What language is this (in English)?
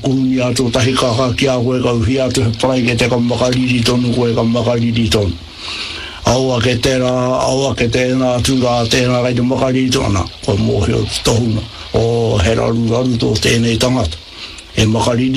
Māori